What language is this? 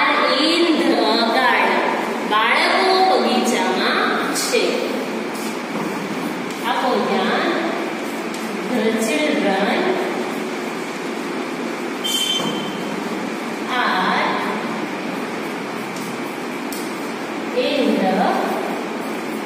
Gujarati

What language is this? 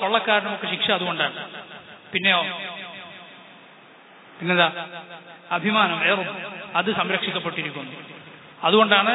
Malayalam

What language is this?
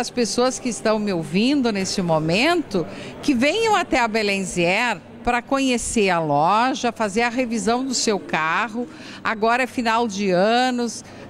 Portuguese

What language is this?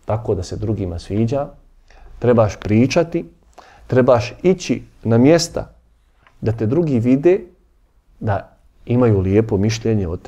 Bosnian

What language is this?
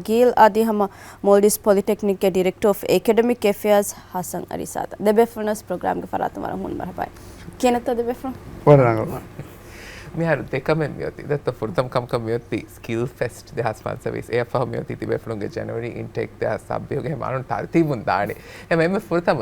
Divehi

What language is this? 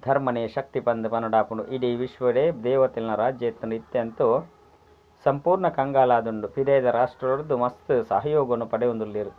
Tulu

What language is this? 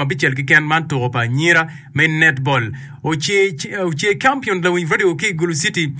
Acoli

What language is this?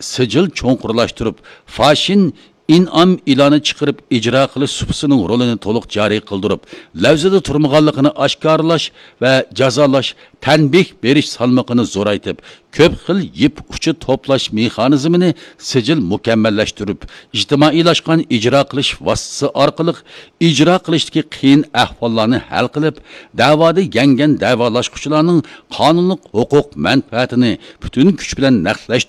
Uyghur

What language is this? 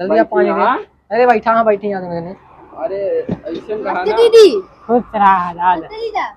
Awadhi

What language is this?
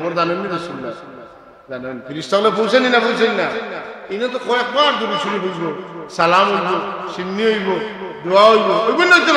Sylheti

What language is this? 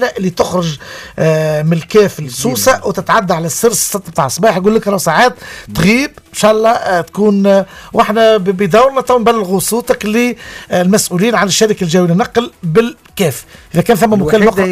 Tunisian Arabic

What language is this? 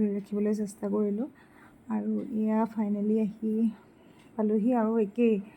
Assamese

